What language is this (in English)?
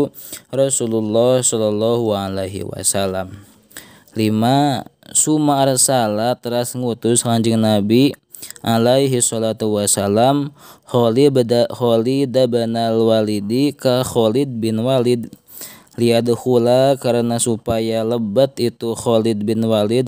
Sundanese